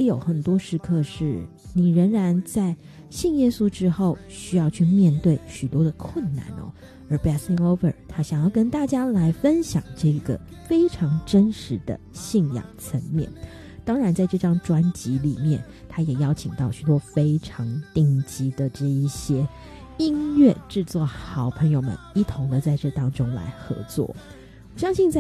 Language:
Chinese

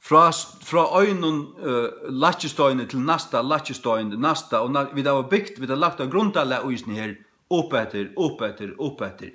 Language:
Faroese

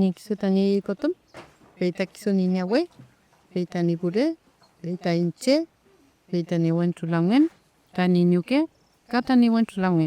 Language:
Mapuche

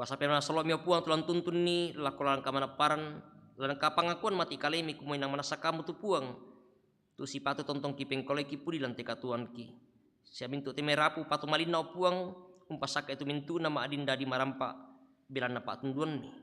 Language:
Toraja-Sa'dan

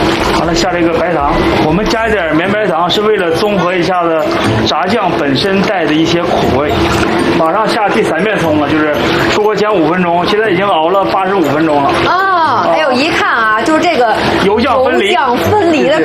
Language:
Chinese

